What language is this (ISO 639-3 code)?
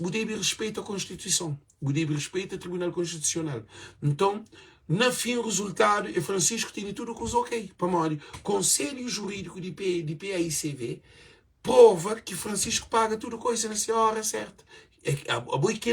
kea